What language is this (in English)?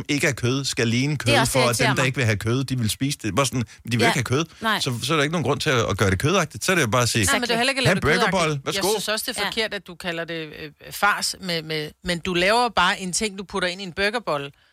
Danish